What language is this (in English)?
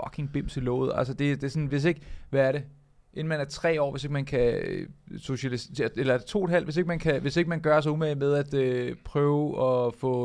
Danish